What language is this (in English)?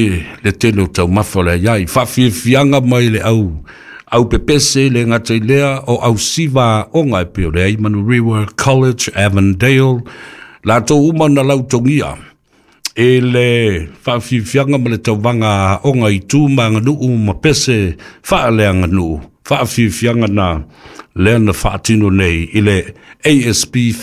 Samoan